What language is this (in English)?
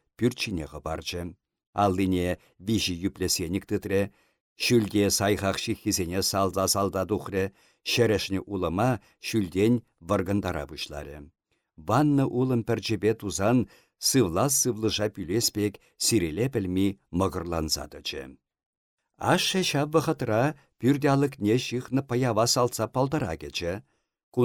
Chuvash